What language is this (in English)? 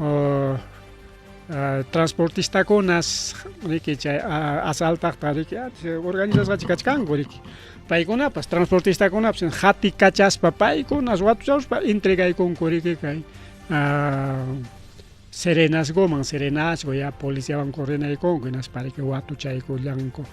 Ayacucho Quechua